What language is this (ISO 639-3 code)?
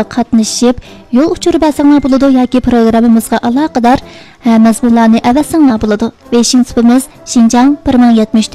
uig